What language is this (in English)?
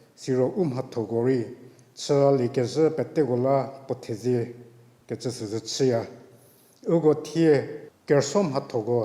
Angami Naga